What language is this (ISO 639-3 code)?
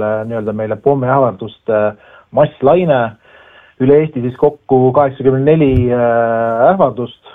est